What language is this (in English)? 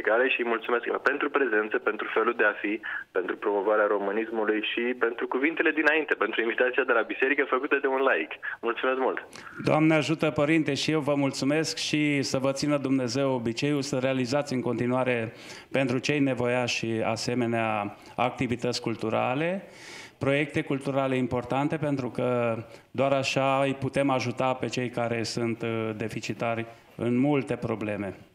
Romanian